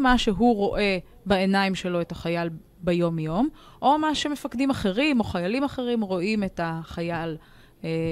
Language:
Hebrew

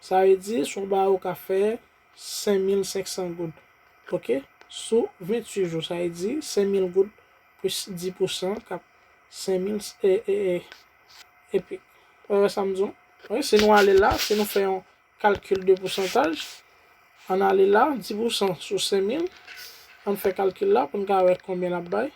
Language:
Haitian Creole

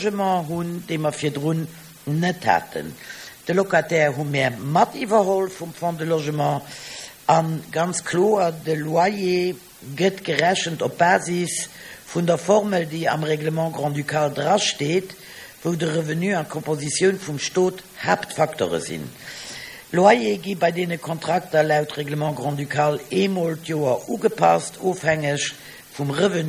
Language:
Luxembourgish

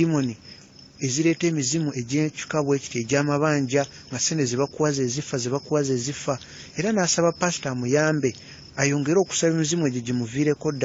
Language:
Ganda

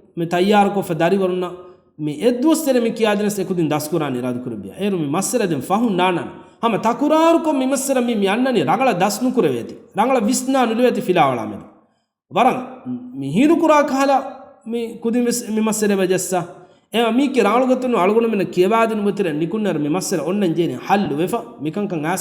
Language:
Divehi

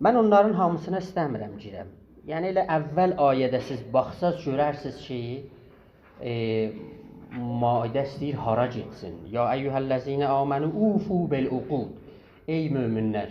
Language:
South Azerbaijani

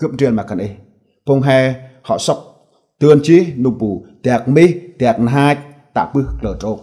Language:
Central Mnong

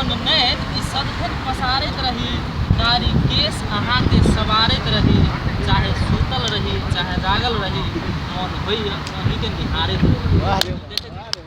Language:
Maithili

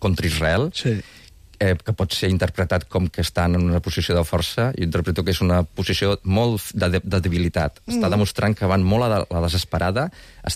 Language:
Catalan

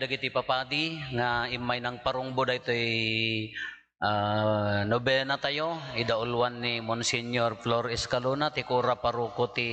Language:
Iloko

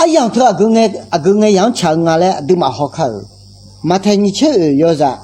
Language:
Akha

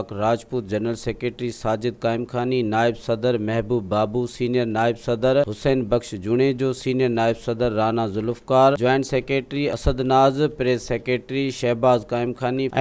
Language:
Sindhi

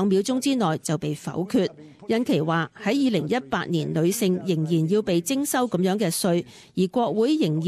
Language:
Cantonese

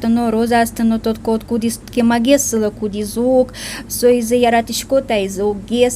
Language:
Udmurt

